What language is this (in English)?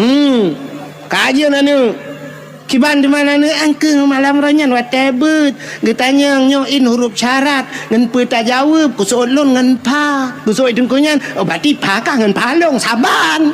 Achinese